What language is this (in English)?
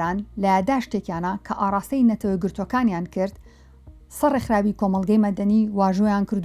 Central Kurdish